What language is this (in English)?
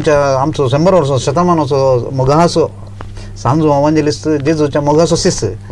Konkani